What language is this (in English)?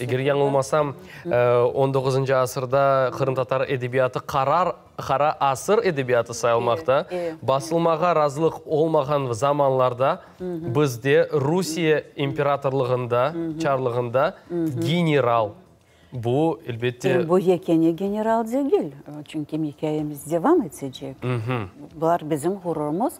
Crimean Tatar